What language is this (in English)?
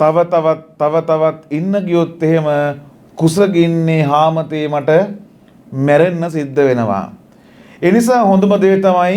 Sinhala